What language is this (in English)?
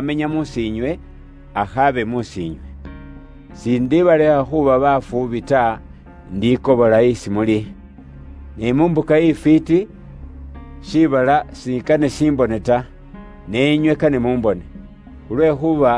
Luyia